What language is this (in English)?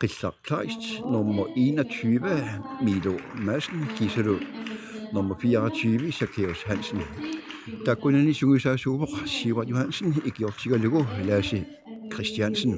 Kalaallisut